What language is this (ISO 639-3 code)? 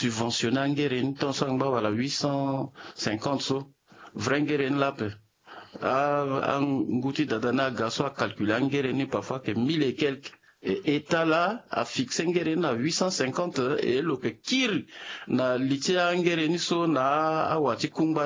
sag